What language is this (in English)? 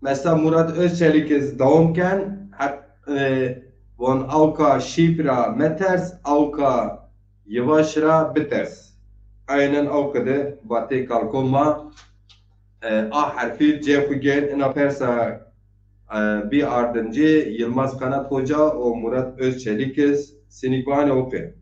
Zaza